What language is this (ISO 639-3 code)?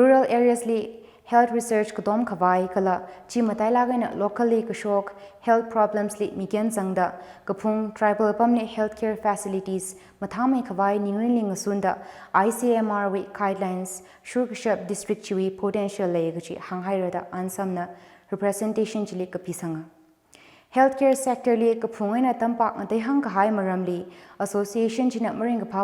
nmf